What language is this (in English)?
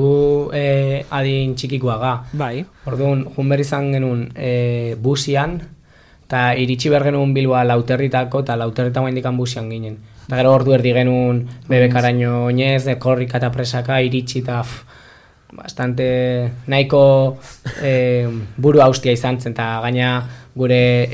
Basque